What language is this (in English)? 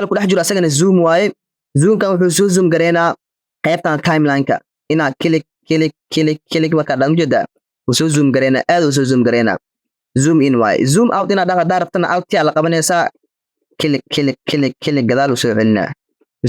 Somali